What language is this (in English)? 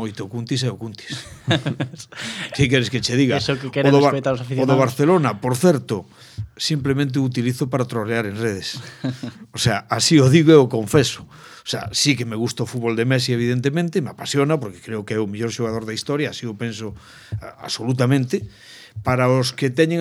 Galician